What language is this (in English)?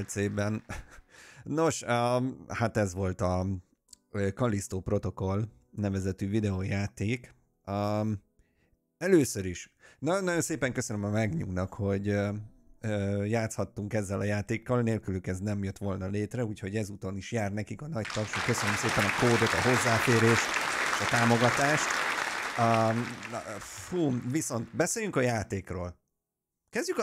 Hungarian